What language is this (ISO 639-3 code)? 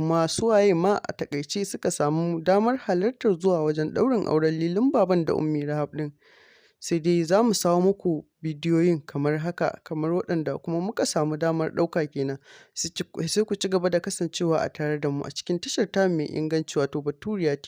hau